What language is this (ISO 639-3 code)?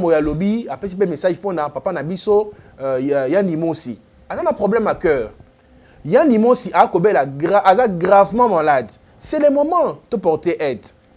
lin